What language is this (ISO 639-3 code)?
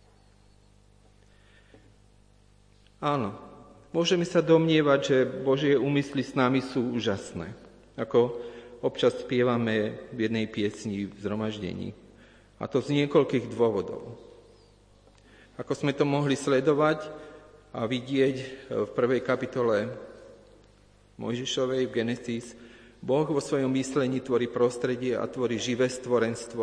slk